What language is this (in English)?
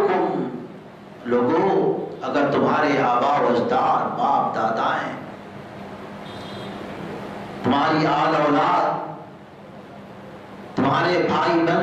Urdu